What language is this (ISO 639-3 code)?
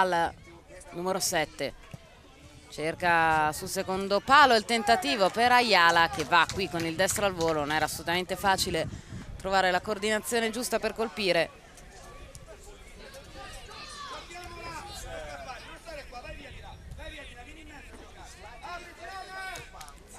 ita